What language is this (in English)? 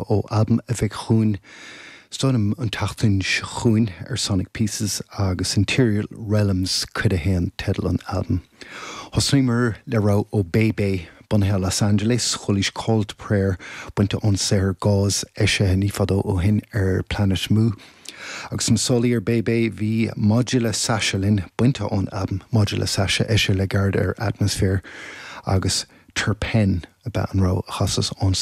Irish